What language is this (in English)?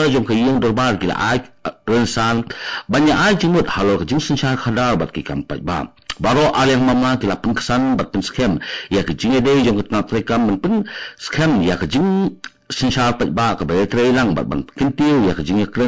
Khasi